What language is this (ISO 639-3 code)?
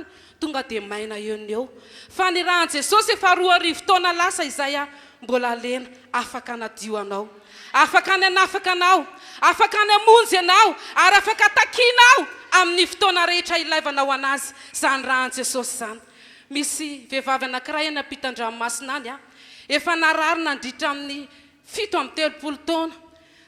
mlg